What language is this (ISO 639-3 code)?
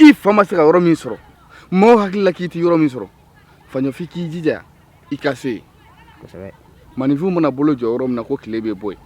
bam